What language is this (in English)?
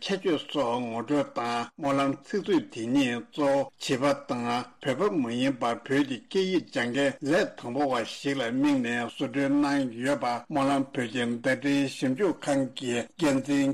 Tibetan